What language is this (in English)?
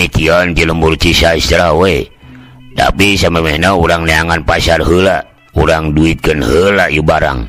Sundanese